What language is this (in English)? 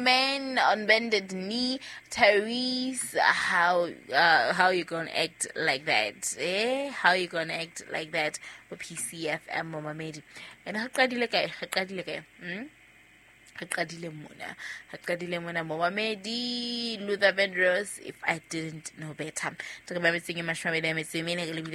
Southern Sotho